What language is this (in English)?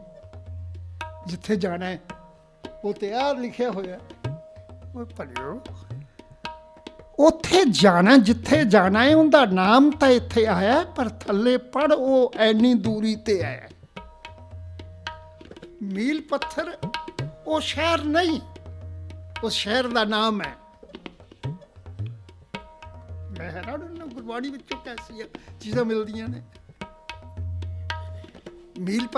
Punjabi